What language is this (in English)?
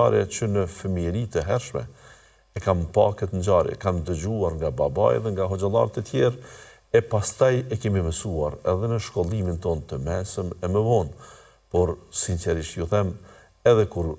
Albanian